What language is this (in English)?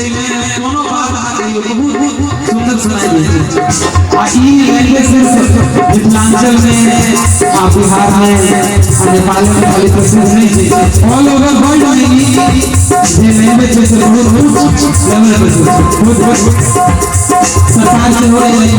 Maithili